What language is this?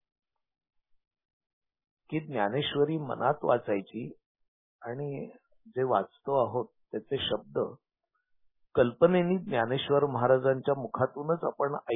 Marathi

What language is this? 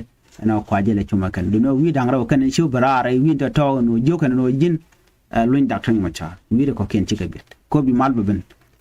Nuer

